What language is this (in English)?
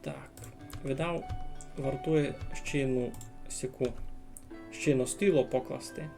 Rusyn